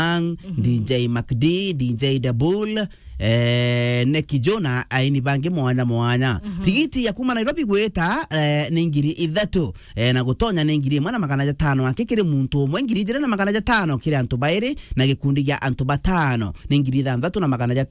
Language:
Meru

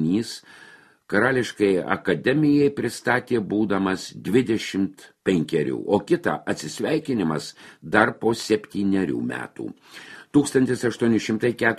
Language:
Lithuanian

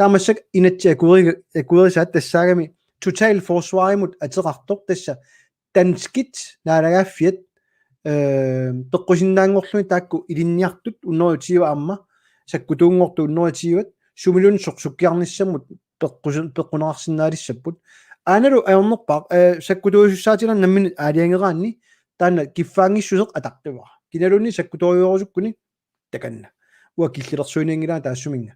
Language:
Kalaallisut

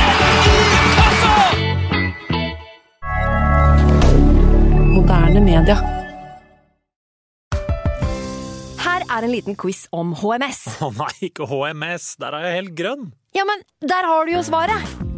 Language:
Norwegian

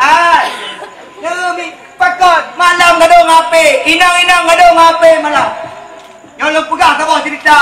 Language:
Achinese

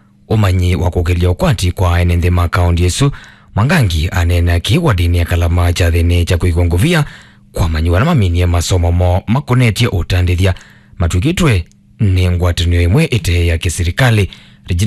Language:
Kamba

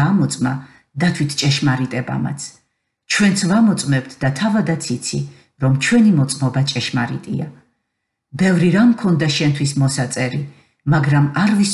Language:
Georgian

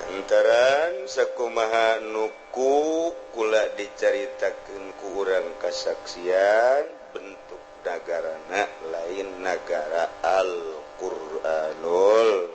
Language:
Sundanese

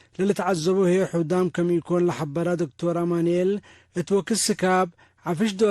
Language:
Tigre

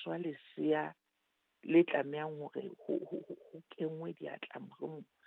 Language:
Southern Sotho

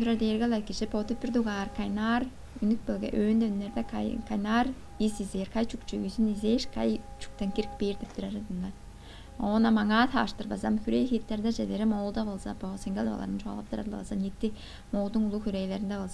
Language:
Tuvinian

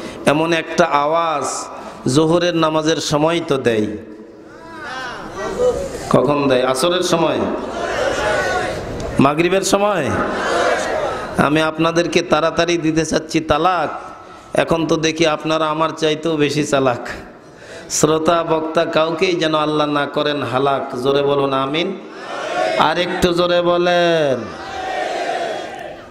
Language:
Bangla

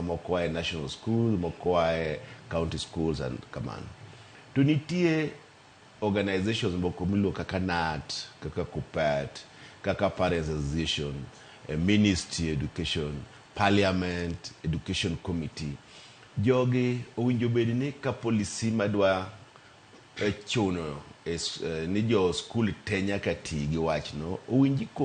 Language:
Luo (Kenya and Tanzania)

